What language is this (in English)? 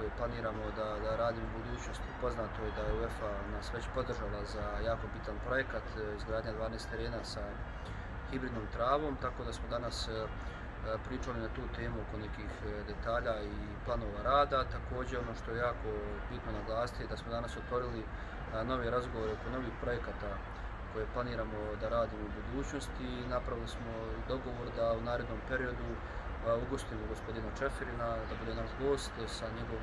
Bosnian